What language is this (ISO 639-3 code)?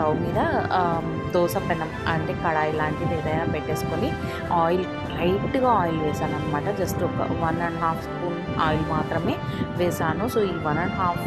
tel